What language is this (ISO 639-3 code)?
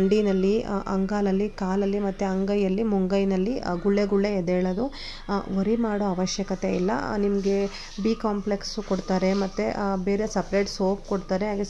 kan